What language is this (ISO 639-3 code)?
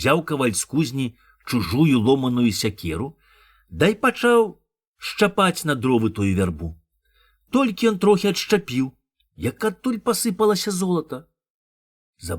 bel